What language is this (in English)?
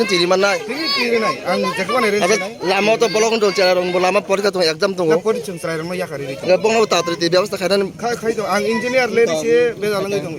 Kok Borok